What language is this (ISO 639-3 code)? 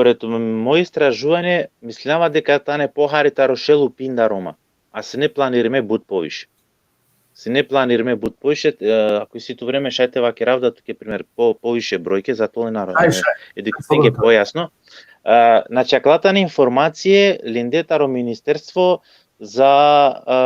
rmn